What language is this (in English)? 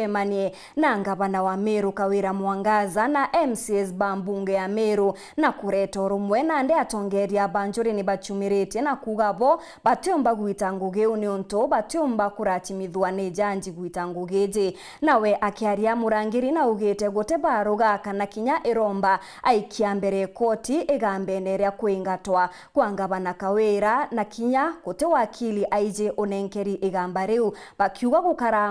Meru